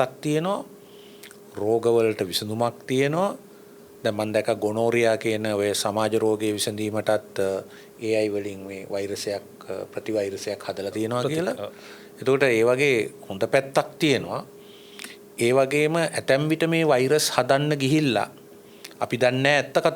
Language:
Sinhala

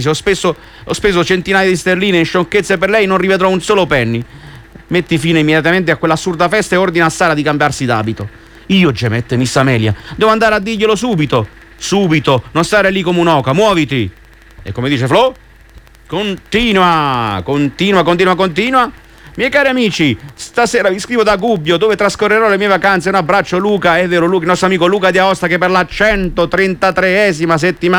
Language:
Italian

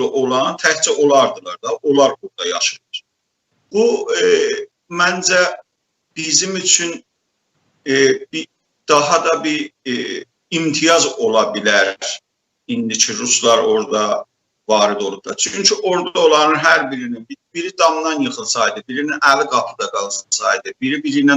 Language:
South Azerbaijani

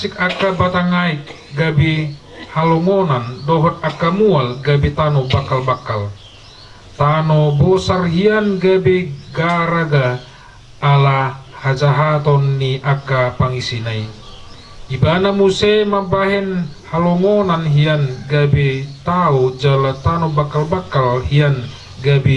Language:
Batak Toba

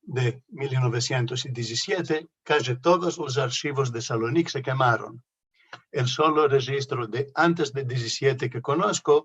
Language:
Ladino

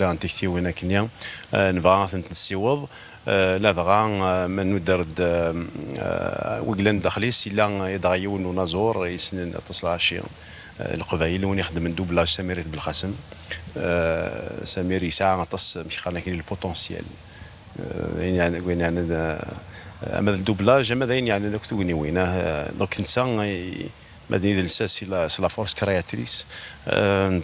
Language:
Kabyle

